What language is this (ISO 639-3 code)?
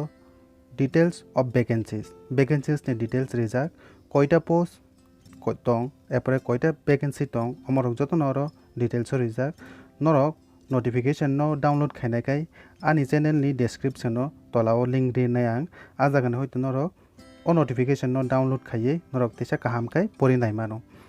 trp